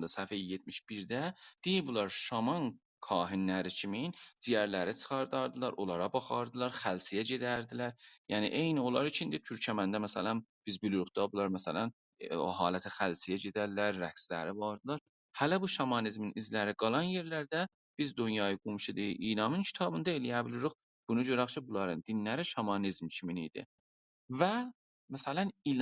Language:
South Azerbaijani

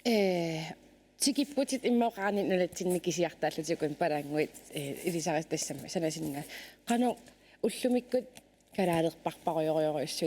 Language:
Kalaallisut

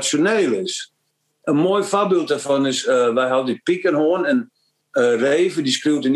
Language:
Western Frisian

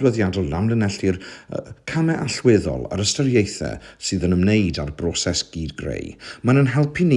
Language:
Welsh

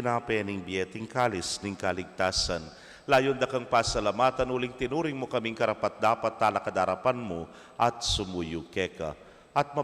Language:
Pampanga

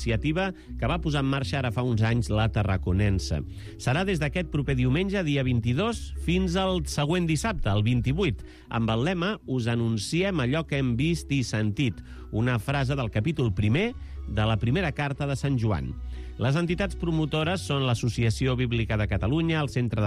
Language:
Catalan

